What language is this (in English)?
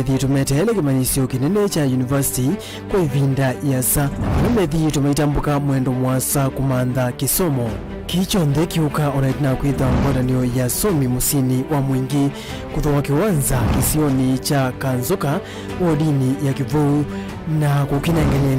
Kamba